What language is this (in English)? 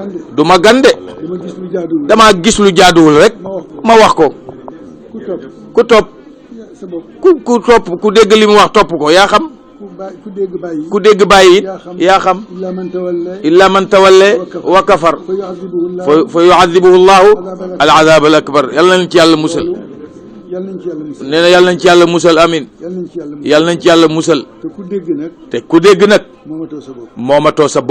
Wolof